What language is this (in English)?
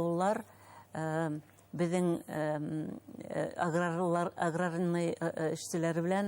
Bashkir